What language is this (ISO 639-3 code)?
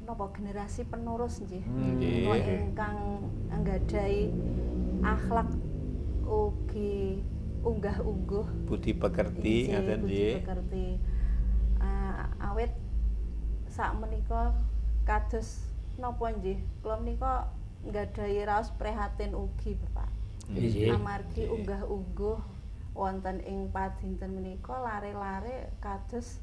jav